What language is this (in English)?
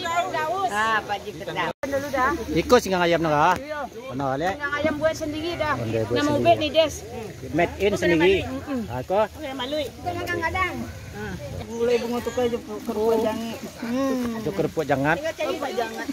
Minangkabau